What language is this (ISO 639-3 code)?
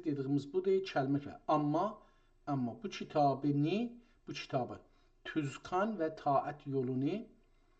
azb